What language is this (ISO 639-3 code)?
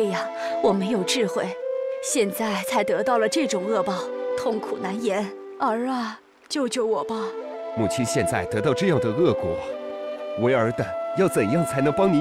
zho